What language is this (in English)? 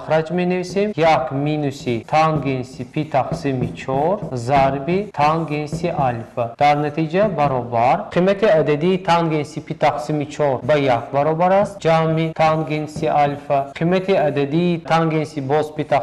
Tajik